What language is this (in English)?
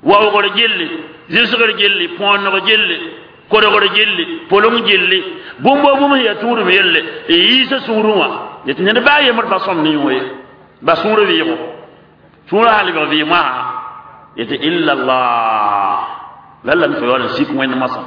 Mossi